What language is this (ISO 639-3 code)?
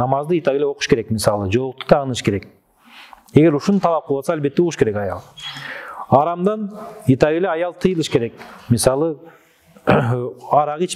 kir